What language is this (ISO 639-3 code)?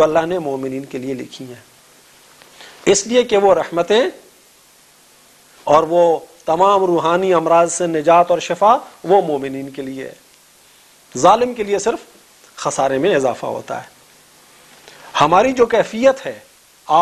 urd